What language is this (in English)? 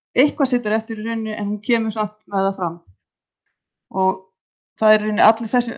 Icelandic